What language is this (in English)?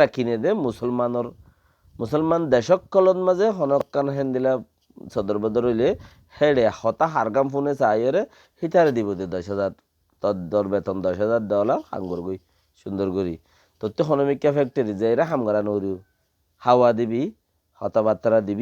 Rohingya